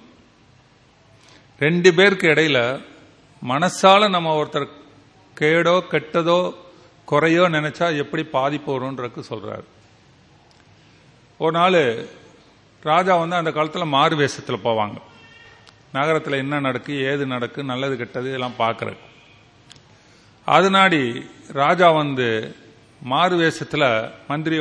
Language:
Tamil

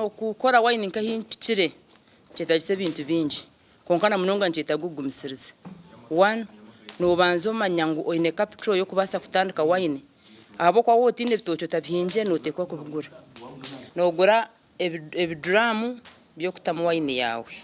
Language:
Nyankole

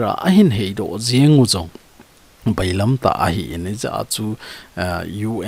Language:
Thado Chin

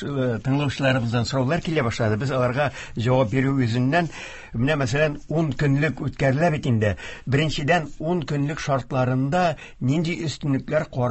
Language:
Tatar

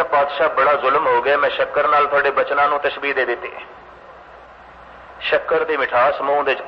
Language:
Punjabi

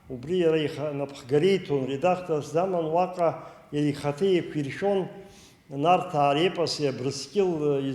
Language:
Abkhazian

